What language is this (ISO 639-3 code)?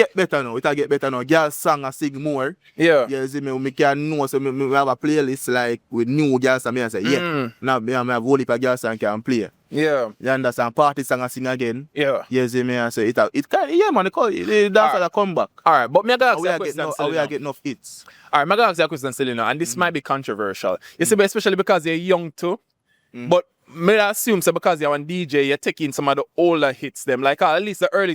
jam